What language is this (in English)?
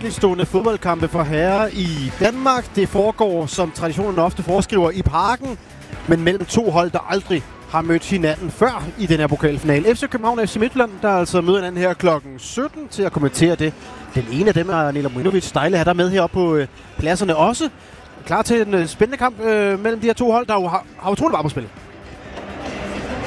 Danish